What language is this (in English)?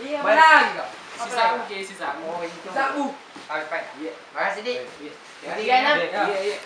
Makassar Malay